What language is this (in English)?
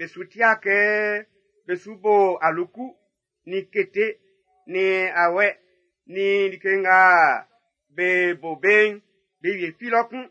Baoulé